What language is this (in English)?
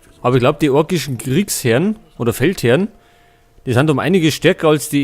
Bavarian